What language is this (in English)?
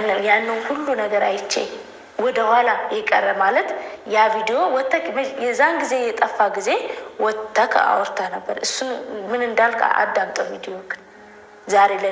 Amharic